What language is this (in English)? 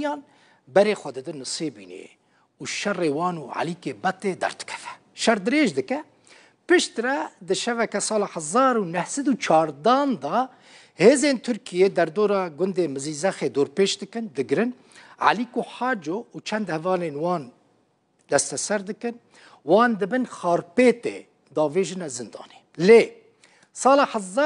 Kurdish